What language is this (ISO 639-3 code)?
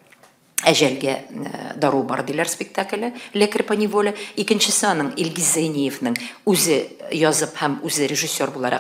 tat